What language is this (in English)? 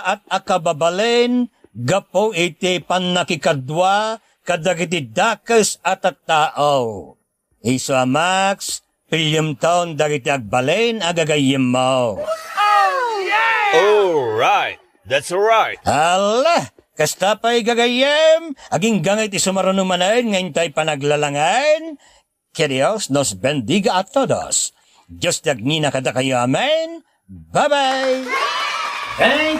Iloko